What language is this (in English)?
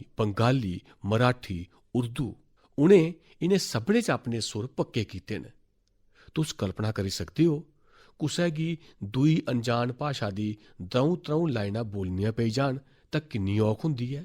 Dogri